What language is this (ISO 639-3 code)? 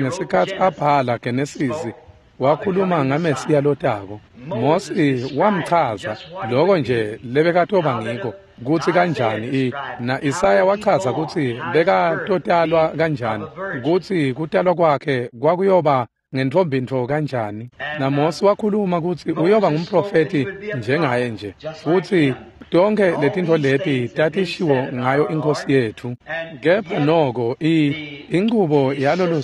ssw